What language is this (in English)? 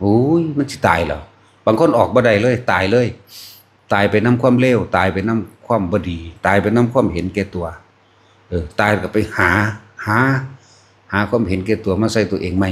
Northeastern Thai